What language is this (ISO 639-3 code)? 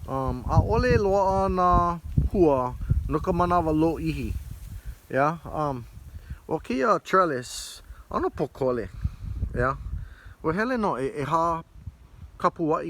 haw